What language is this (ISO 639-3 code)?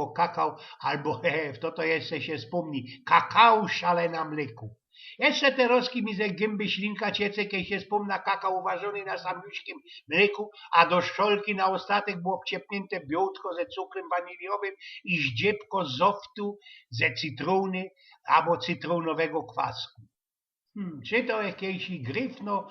szl